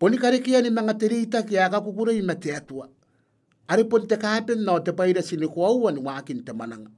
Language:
Gilbertese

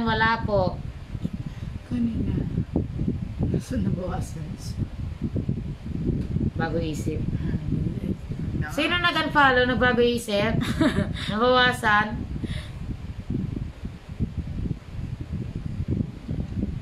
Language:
Filipino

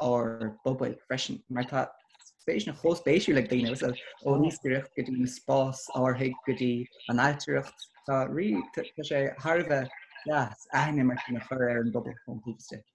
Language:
Irish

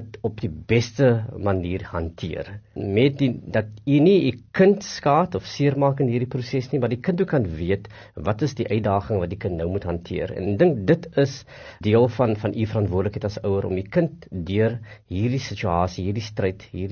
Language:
Afrikaans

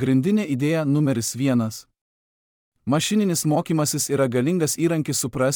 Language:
Lithuanian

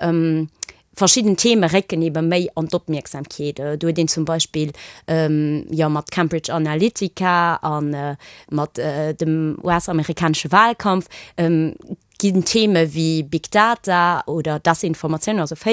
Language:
Luxembourgish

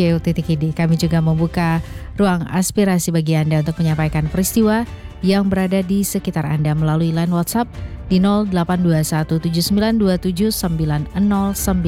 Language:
Indonesian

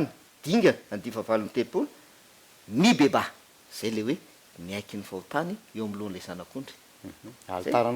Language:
Malagasy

